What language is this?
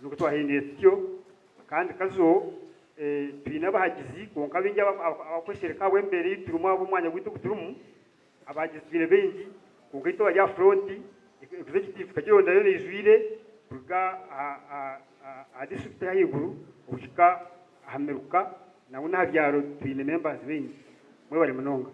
Nyankole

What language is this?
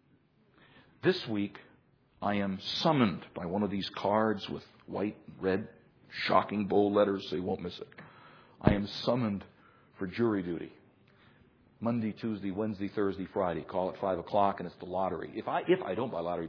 English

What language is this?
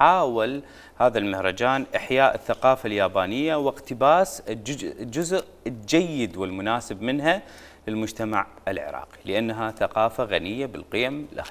Mesopotamian Arabic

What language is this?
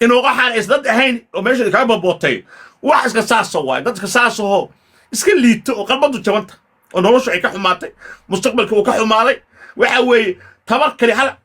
Somali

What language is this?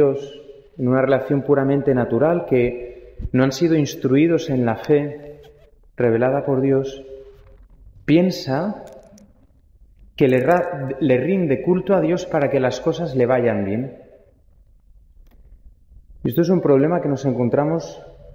Spanish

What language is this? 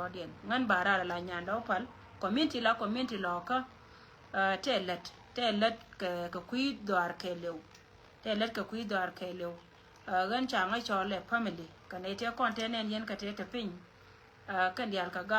Nuer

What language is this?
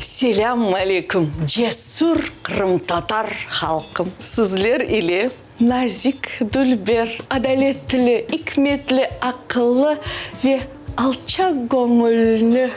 Crimean Tatar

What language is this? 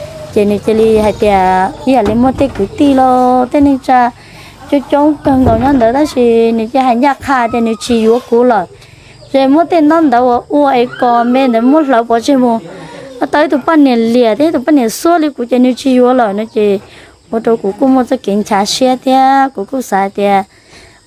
Hmong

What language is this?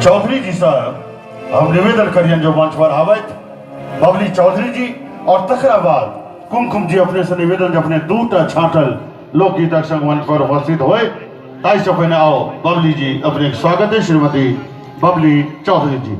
Maithili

